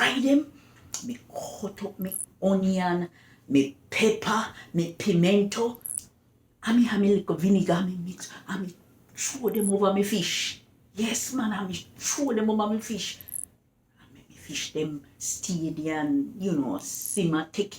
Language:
Jamaican Creole English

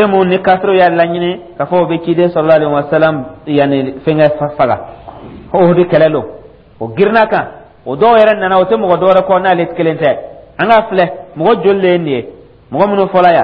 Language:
Dyula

